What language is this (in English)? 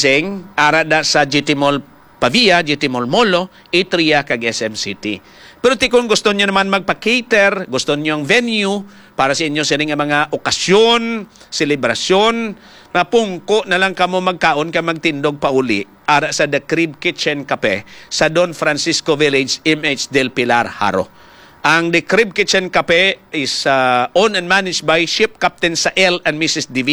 Hiligaynon